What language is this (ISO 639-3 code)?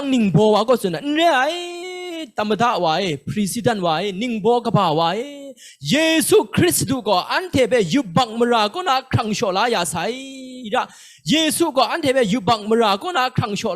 kac